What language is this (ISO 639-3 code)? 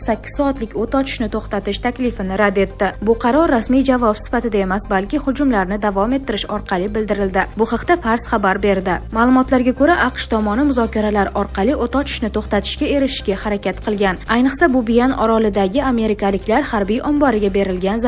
uzb